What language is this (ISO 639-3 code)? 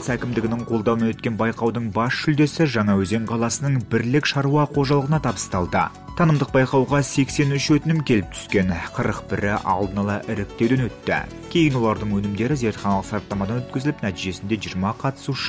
kaz